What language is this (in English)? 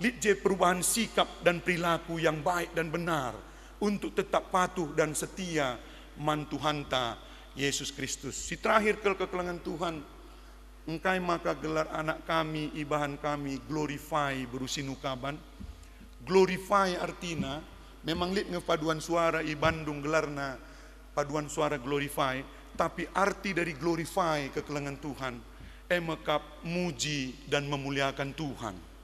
Batak Karo